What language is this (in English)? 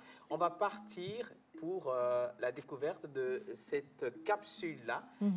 French